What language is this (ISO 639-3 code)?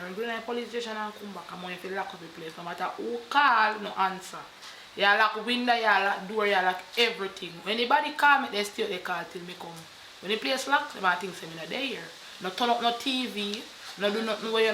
jam